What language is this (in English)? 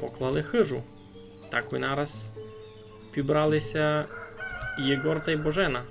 Rusyn